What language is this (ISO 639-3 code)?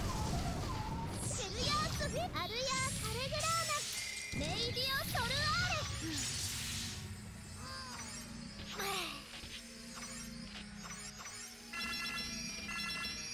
jpn